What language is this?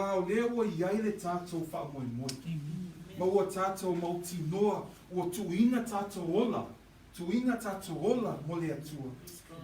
Samoan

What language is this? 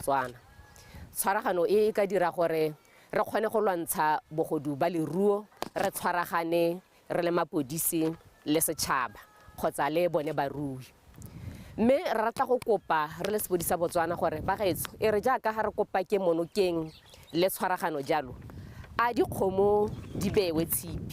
Tswana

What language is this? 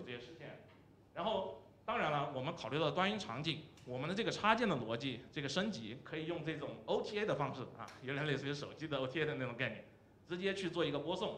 Chinese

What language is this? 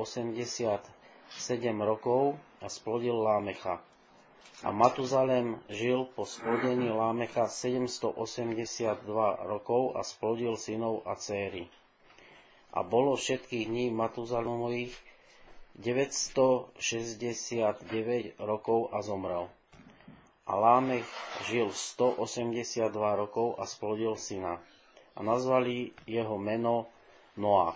Slovak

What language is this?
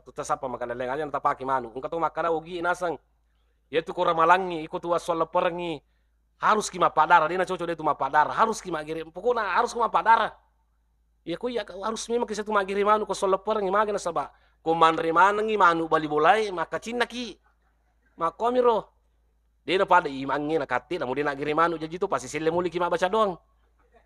Buginese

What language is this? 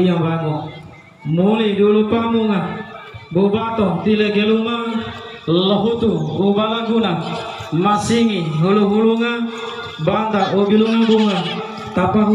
Gorontalo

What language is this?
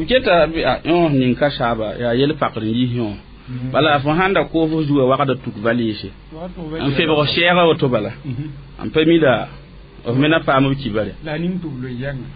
Mossi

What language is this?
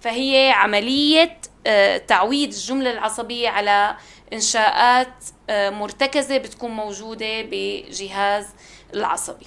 North Levantine Arabic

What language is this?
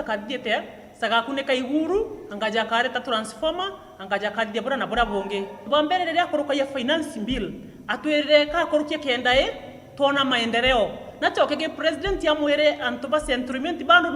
Meru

